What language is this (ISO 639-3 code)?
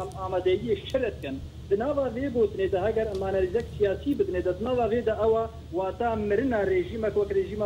kur